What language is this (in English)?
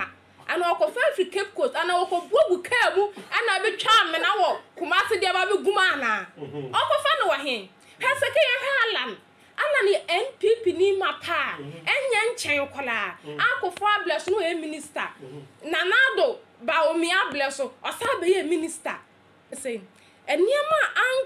Akan